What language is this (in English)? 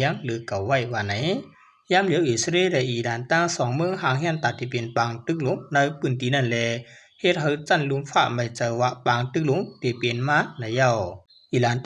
Shan